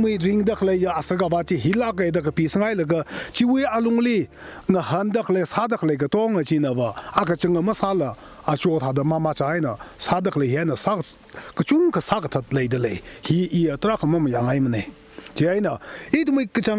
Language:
Tangkhul Naga (India)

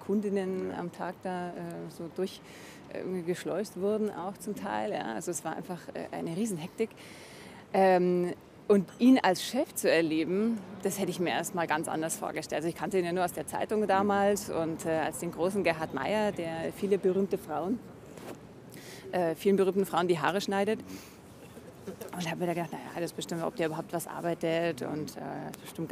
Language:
German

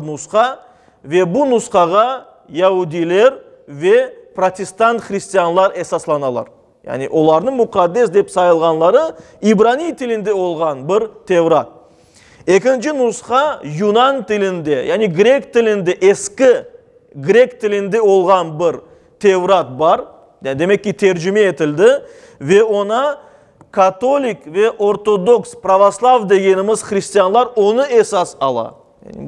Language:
Crimean Tatar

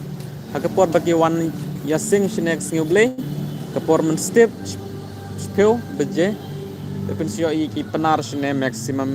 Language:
Khasi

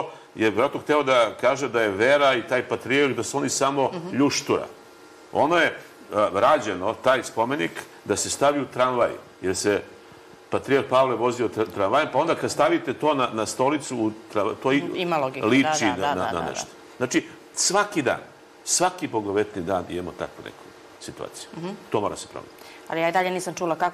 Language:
Serbian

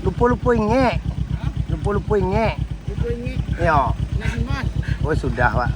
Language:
Minangkabau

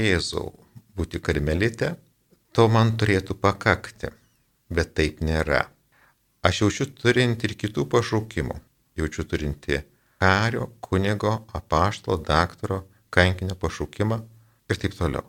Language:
Lithuanian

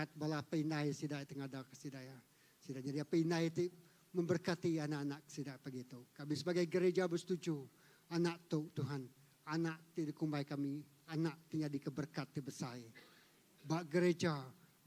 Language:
Iban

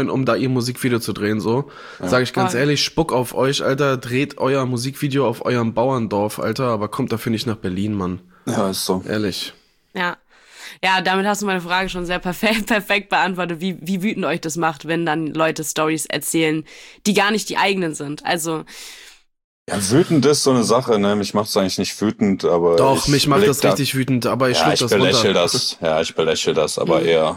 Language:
German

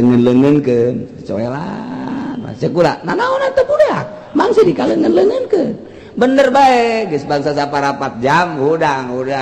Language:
Sundanese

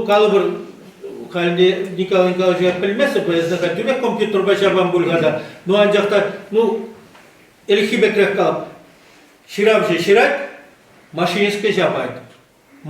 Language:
Chuvash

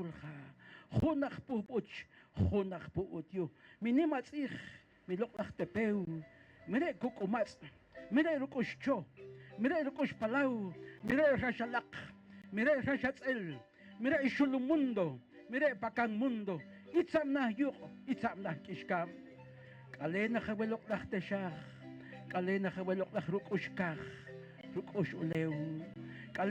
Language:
Poqomchi'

